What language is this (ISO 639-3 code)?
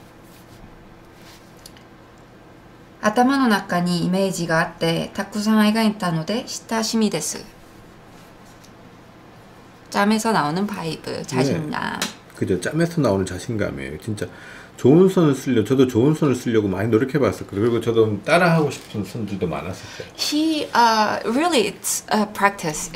kor